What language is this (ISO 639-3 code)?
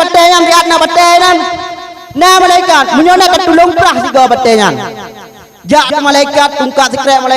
ace